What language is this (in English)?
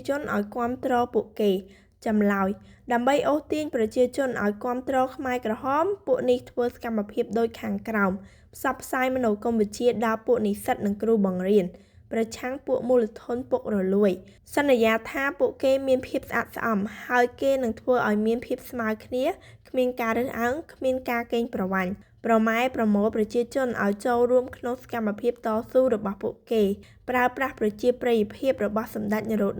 Khmer